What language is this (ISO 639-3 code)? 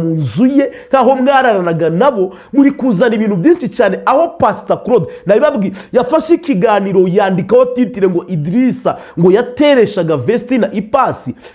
kin